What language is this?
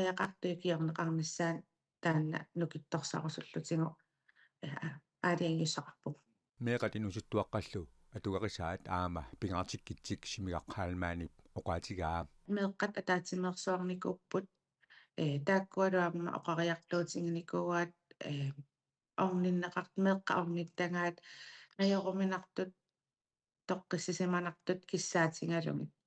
Kalaallisut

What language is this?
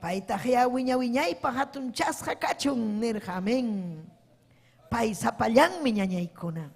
Ayacucho Quechua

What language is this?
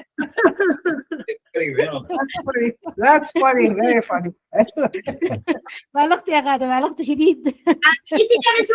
Sudanese Arabic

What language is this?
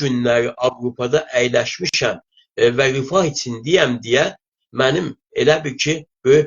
South Azerbaijani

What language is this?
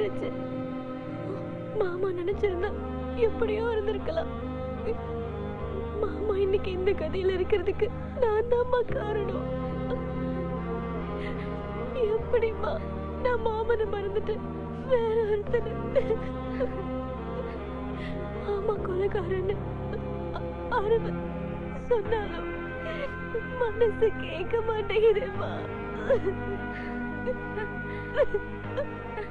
Tamil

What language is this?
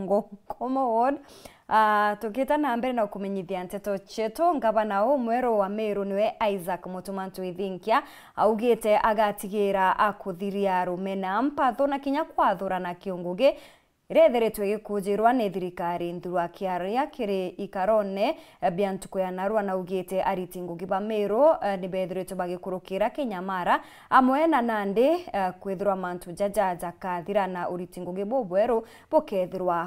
Meru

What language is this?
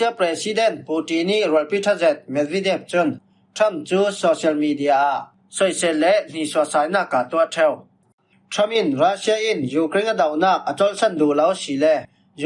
Falam Chin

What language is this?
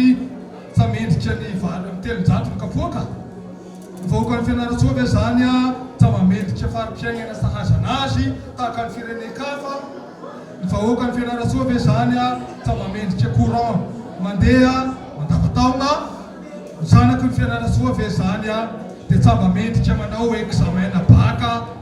Malagasy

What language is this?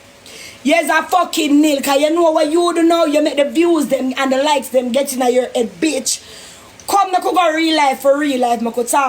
Jamaican Creole English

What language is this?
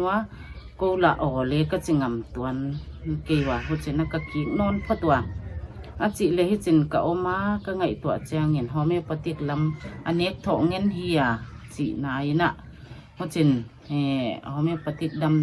Paite Chin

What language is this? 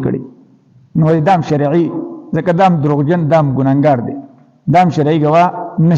Pashto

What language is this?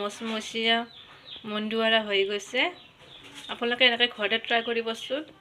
Assamese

